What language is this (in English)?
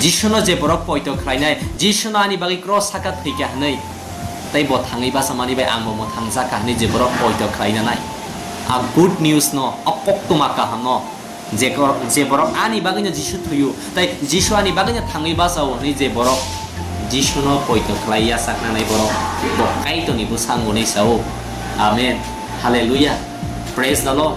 Kok Borok